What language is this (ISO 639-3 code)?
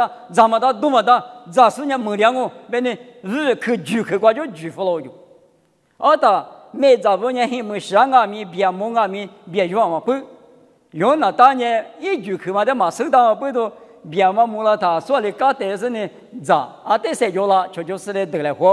lis